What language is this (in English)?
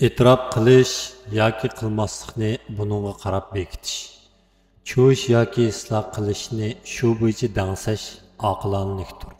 Uyghur